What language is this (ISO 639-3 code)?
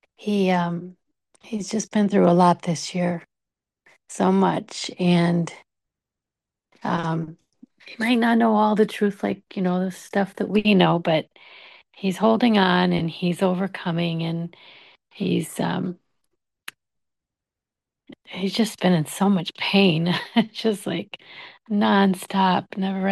eng